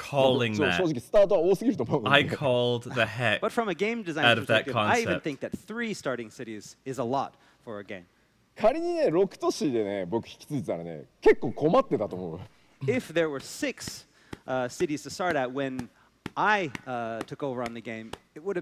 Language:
English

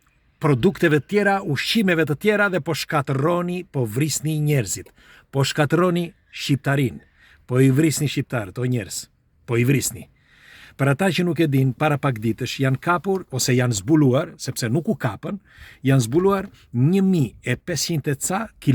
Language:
Albanian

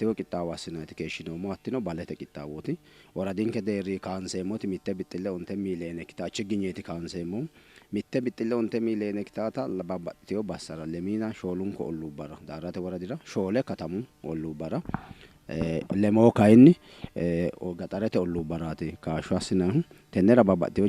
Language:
Sidamo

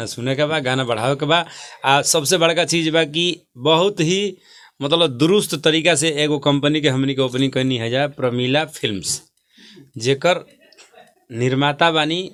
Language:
Bhojpuri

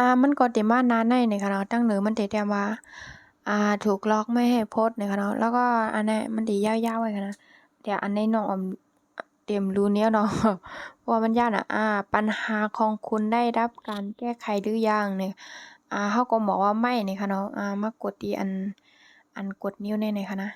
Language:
Shan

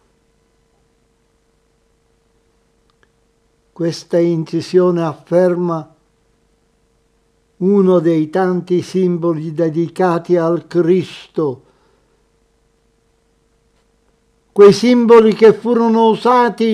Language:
Italian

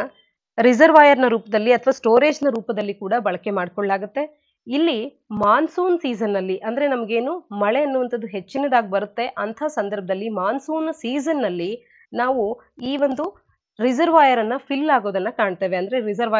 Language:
Kannada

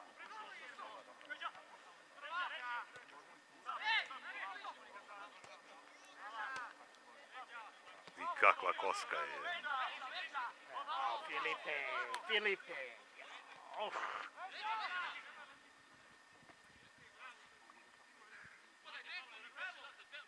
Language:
Serbian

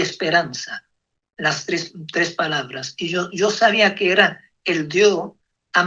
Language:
Ladino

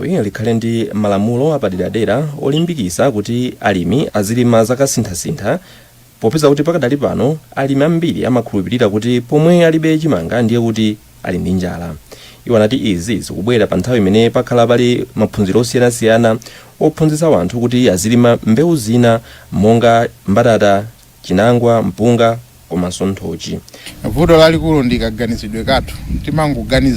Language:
Nyanja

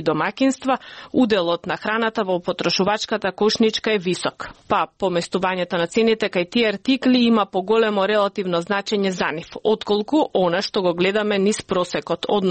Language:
Macedonian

